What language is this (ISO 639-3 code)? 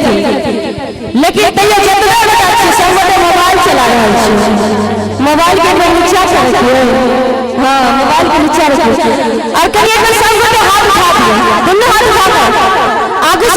mai